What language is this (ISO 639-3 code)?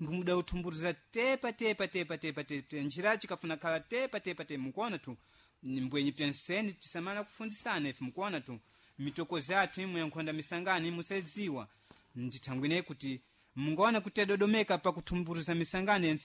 seh